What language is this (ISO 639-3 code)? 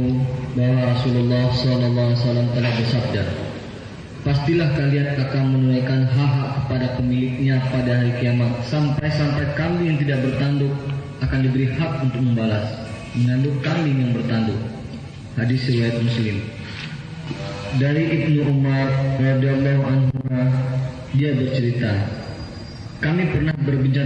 ind